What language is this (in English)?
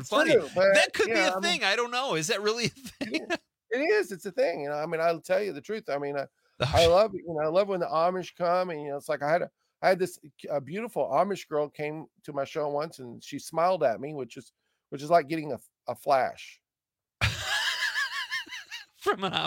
English